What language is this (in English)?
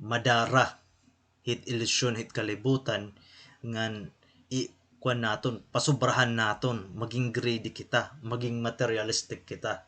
Waray